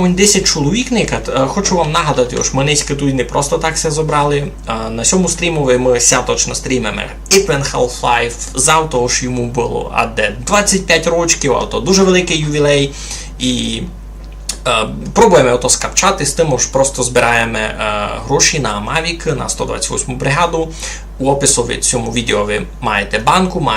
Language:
Rusyn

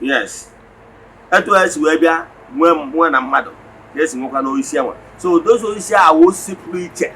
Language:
Igbo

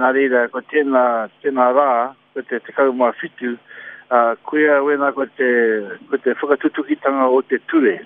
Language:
Māori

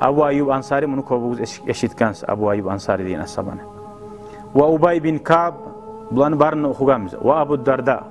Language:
Kumyk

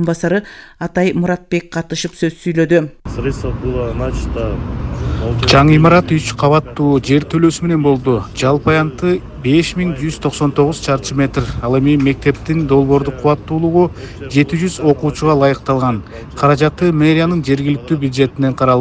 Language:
Kyrgyz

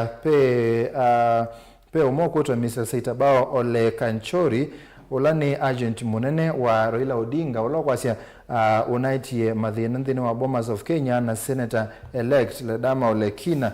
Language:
Kamba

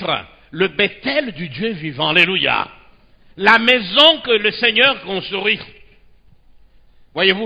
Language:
French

